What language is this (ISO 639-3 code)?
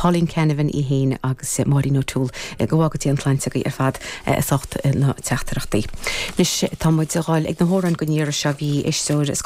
gle